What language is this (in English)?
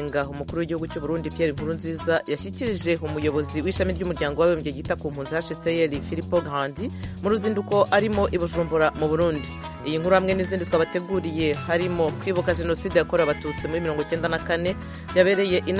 Kinyarwanda